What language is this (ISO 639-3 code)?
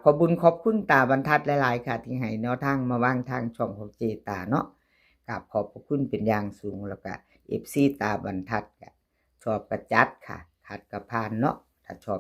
tts